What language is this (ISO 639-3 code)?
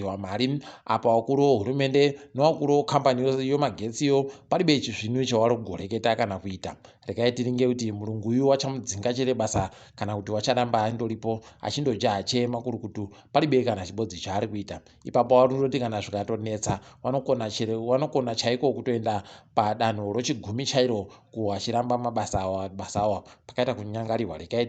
ndc